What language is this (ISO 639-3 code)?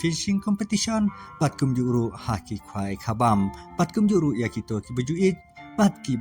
kha